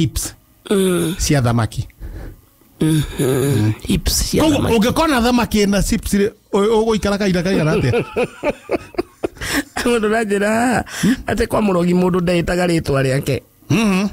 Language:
Kikuyu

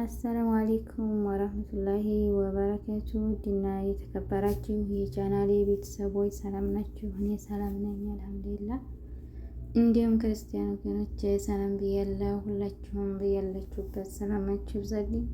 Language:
Amharic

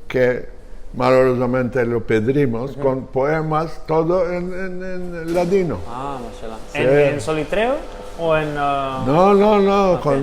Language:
Ladino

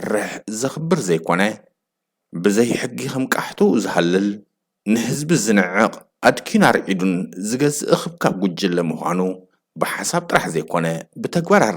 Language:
Tigrinya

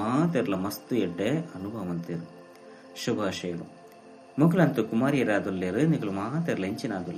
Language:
Tulu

